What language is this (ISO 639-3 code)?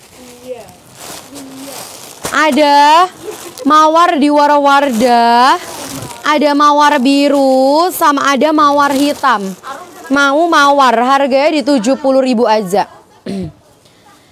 ind